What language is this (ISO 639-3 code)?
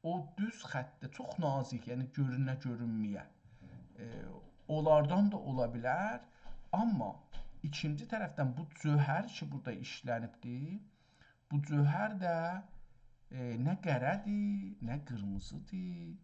azb